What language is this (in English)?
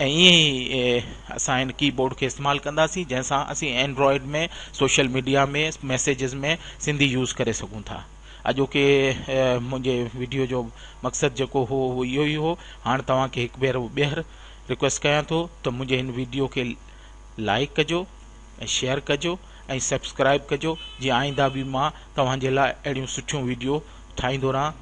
Sindhi